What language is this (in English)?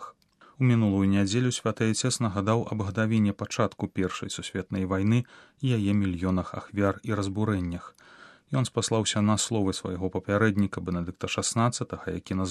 Belarusian